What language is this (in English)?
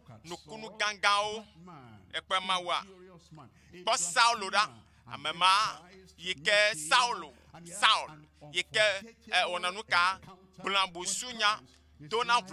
Ewe